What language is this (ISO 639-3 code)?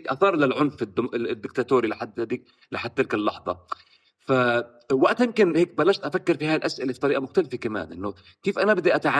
apc